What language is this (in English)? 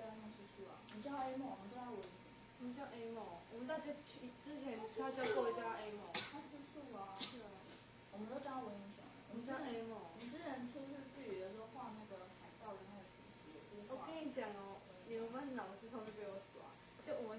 Chinese